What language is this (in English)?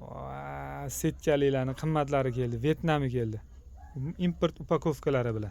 Uzbek